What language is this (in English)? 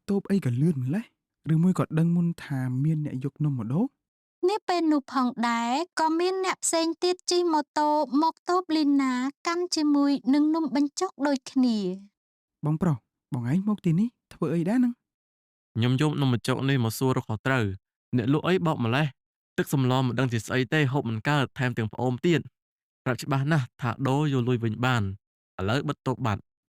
Khmer